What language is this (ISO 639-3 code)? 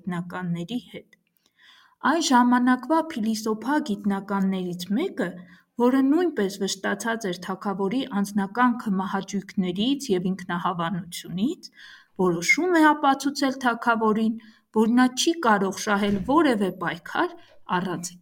hye